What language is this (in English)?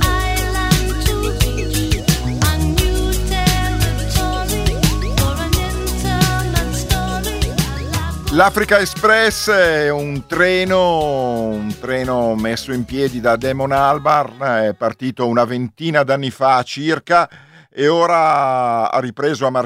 Italian